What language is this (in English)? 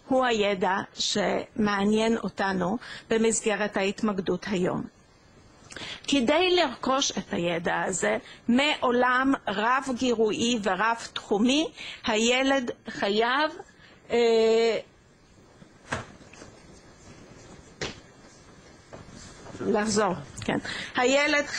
Hebrew